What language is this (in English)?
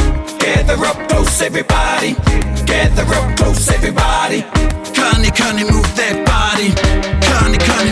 Māori